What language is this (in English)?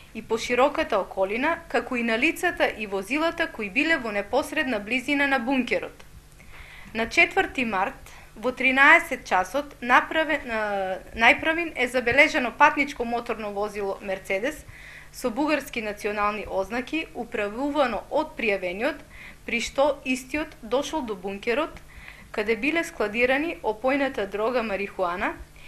Macedonian